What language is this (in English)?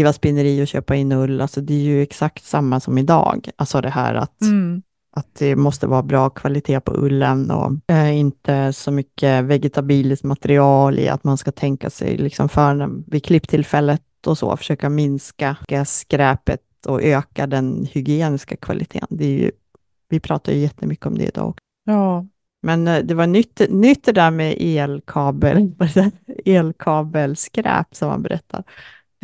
Swedish